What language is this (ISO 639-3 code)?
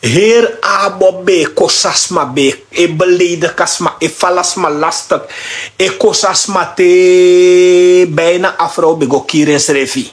srn